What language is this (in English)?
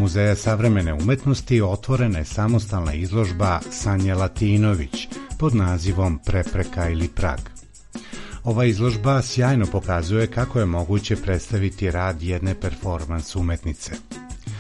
Serbian